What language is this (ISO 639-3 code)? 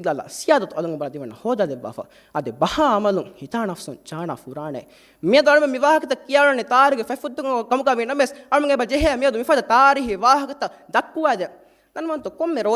div